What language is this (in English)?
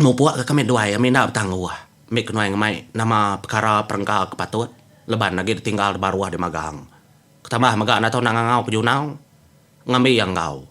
Iban